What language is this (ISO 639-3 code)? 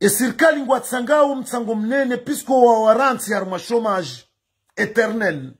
zdj